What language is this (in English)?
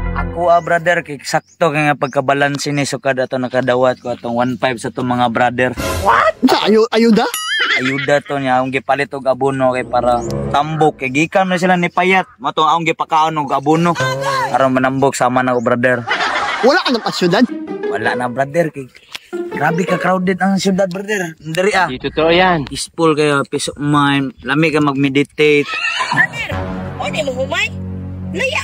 Cebuano